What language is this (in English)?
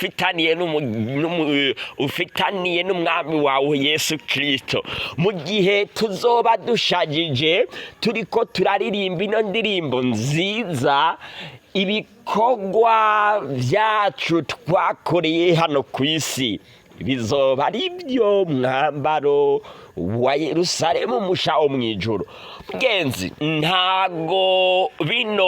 Rundi